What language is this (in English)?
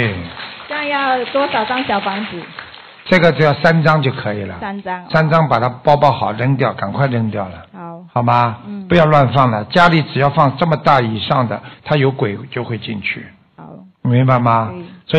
Chinese